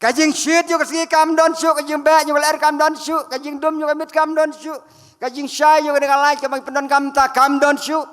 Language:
Khasi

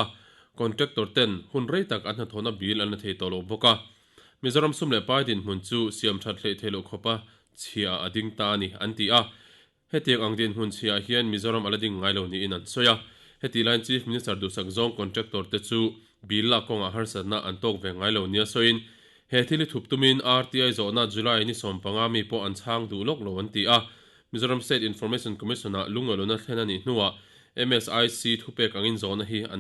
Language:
Mizo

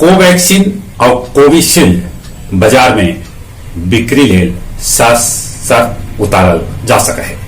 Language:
Magahi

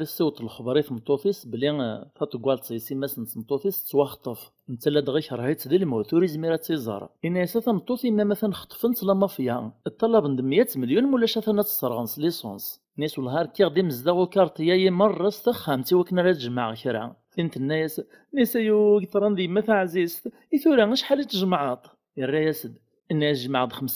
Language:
Kabyle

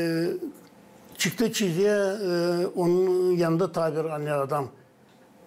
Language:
Gagauz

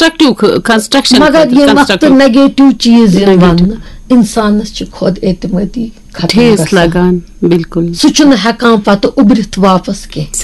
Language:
Kashmiri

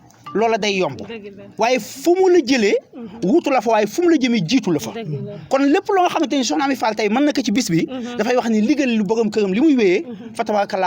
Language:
Wolof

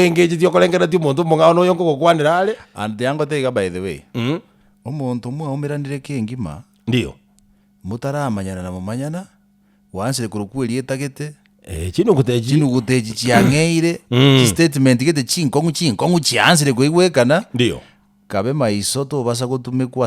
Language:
Gusii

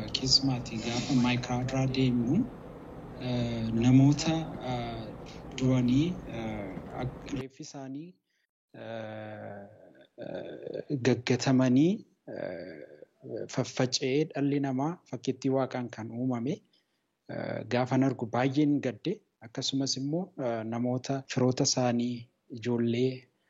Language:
Oromo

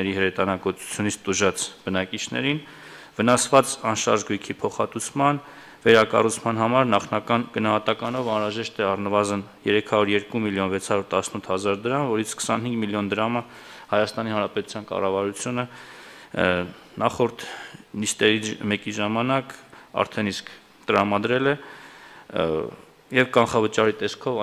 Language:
Armenian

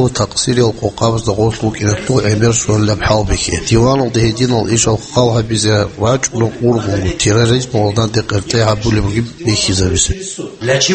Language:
Avaric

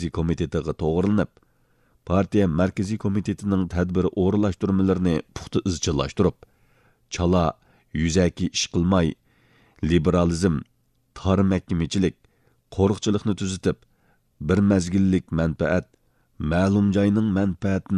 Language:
Uyghur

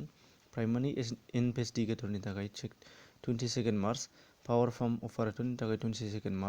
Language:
Bodo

